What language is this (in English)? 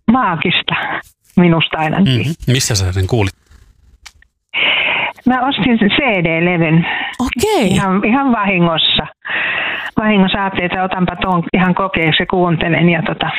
Finnish